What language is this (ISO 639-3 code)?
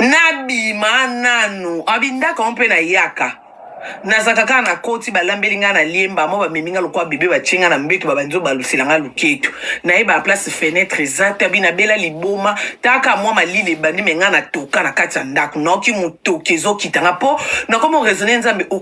lin